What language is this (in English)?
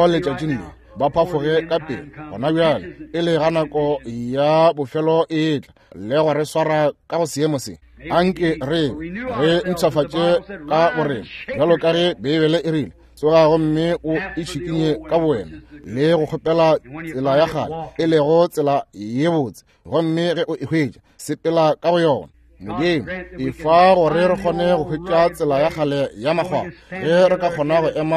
Northern Sotho